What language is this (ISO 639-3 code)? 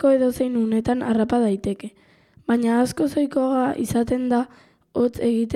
eus